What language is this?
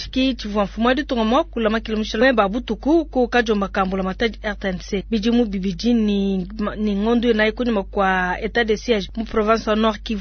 Luba-Lulua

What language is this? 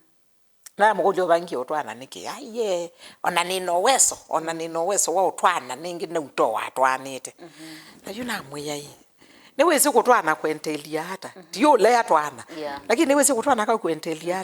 Kamba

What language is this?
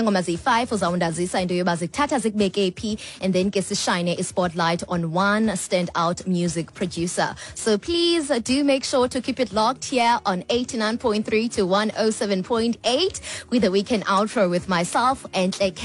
Xhosa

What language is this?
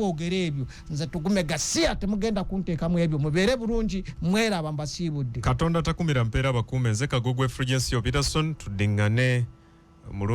Ganda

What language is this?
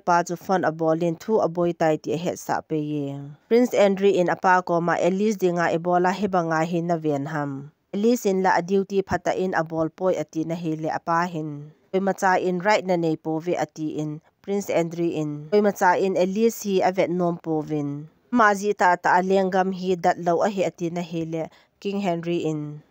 Thado Chin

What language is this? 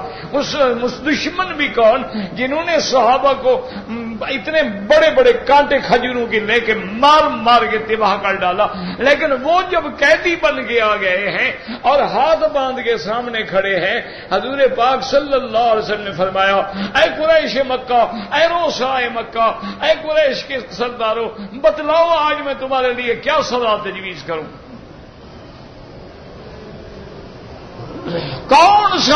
Urdu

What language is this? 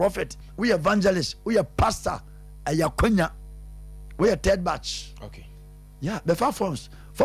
Akan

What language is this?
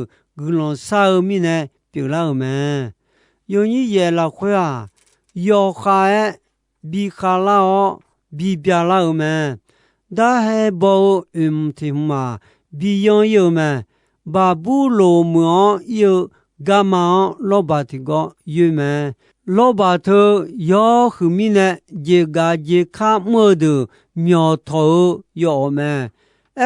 Akha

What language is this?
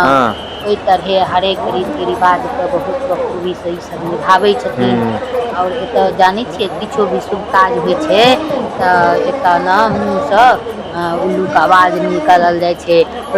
Maithili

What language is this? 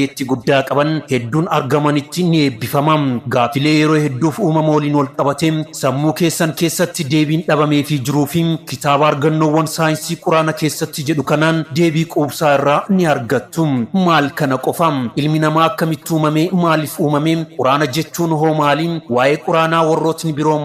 Oromo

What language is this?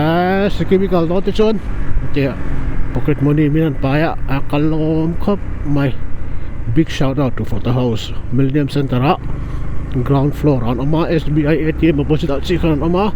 Mizo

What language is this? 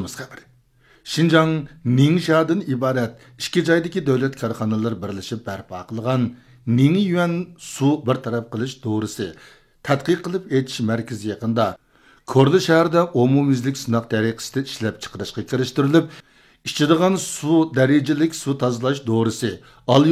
Uyghur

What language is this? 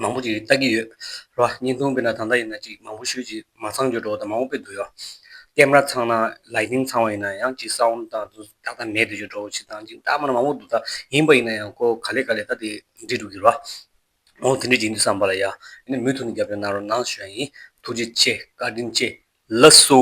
Tibetan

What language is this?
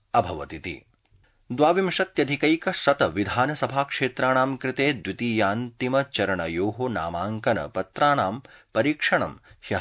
Sanskrit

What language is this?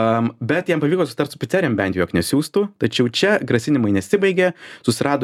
Lithuanian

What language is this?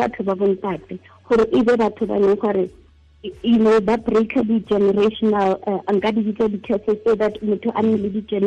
Tswana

